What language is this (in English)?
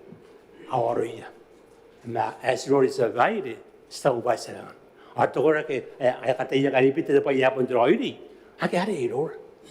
Gilbertese